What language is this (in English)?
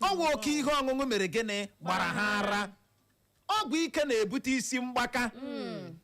Igbo